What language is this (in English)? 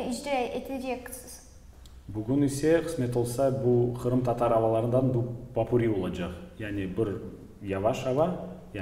Crimean Tatar